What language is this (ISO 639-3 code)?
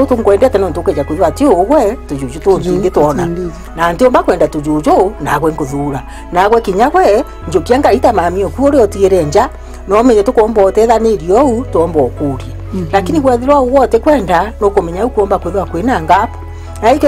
mer